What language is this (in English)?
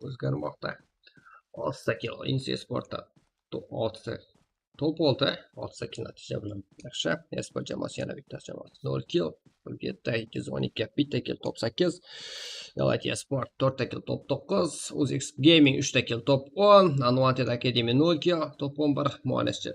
Kara-Kalpak